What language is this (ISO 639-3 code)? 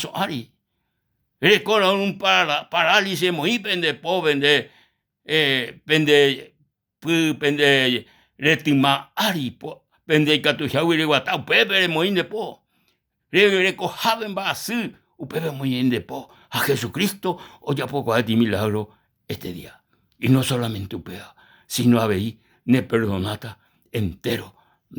grn